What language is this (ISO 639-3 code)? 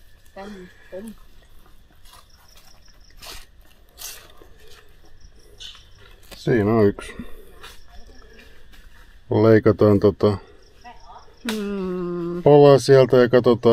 fin